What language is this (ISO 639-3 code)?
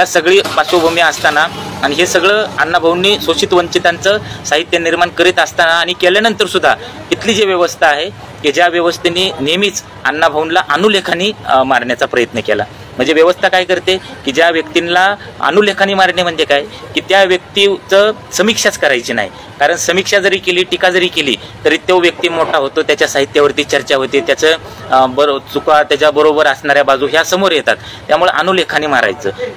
mar